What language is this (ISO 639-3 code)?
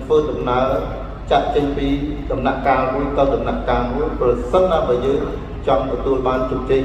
khm